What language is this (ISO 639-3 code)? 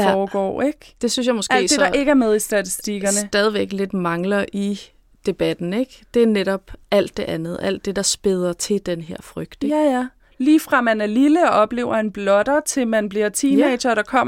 dan